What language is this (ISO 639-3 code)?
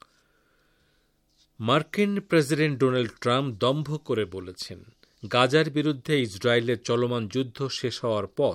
ben